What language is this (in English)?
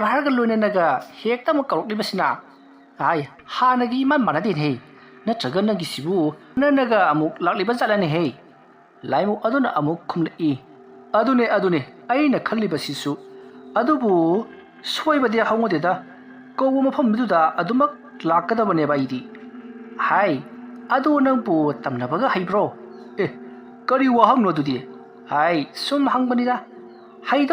Manipuri